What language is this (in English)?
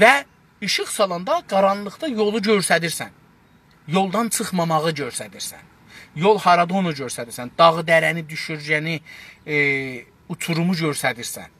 South Azerbaijani